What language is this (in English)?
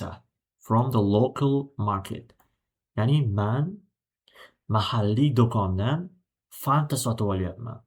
Uzbek